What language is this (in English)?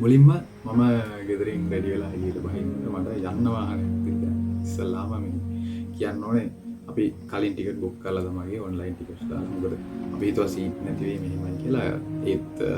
Sinhala